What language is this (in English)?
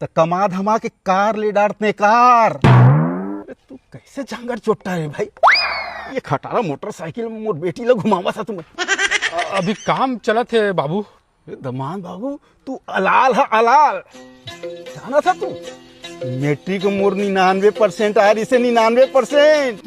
Chhattisgarhi